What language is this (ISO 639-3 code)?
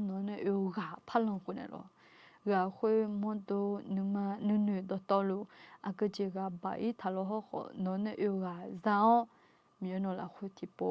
ahk